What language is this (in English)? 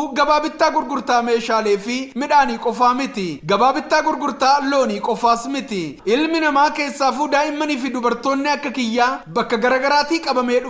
Oromo